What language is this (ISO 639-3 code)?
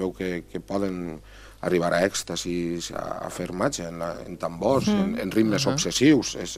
cat